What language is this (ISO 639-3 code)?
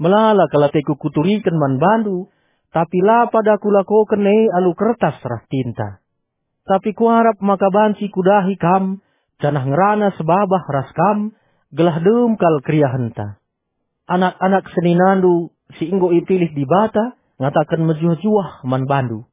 btx